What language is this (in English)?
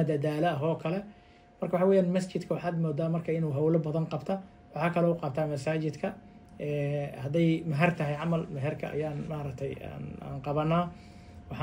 Somali